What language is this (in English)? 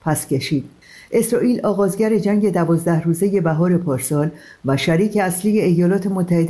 Persian